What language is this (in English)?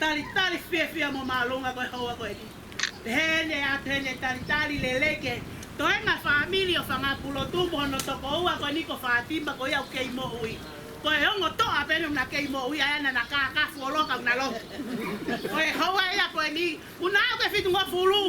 Tongan